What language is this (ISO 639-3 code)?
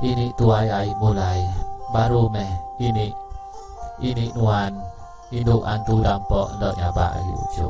iba